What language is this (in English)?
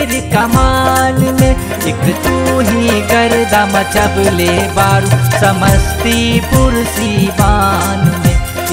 Bhojpuri